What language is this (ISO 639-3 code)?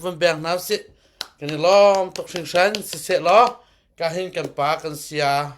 cnh